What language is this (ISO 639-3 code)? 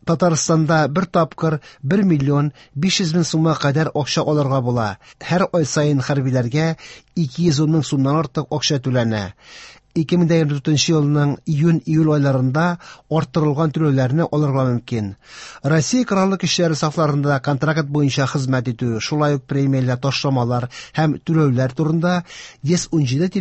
tat